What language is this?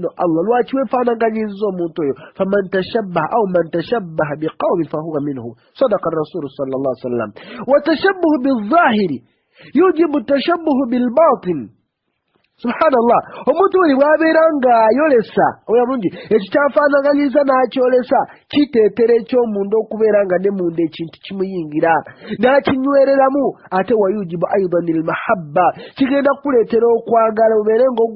Ganda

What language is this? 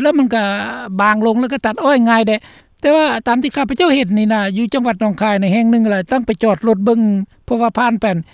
Lao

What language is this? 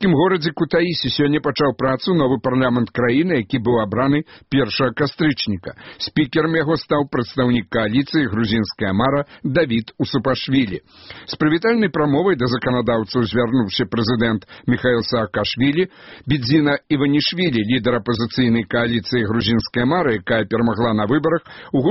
Belarusian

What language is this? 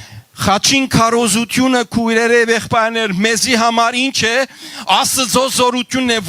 Western Armenian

